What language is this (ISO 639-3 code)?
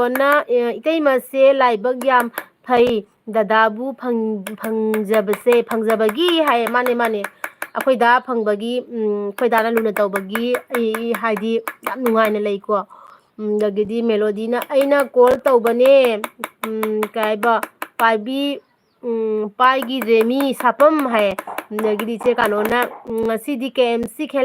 mni